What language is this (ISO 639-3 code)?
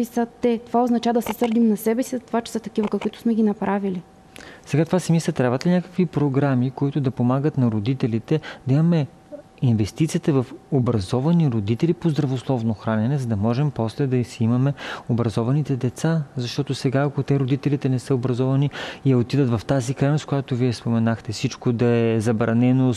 bul